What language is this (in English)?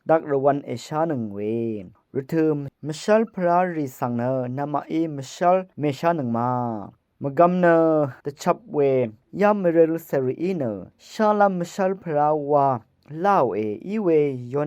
Rawang